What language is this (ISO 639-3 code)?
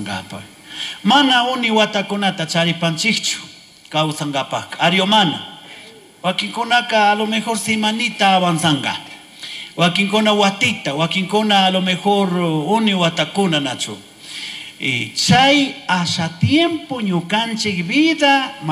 qug